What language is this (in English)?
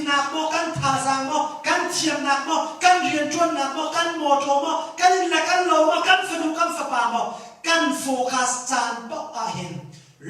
Hakha Chin